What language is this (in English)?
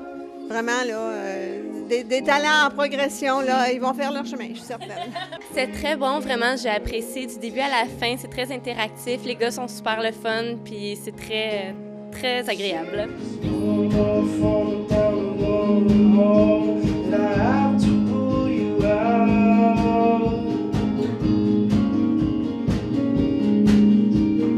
French